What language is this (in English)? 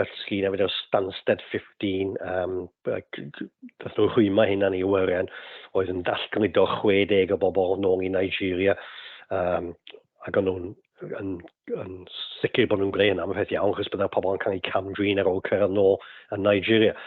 Welsh